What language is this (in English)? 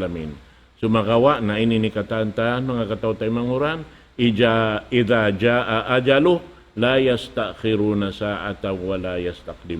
Tausug